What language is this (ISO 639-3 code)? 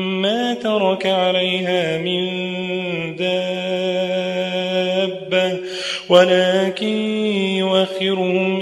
ara